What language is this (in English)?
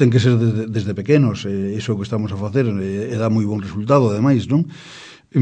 Galician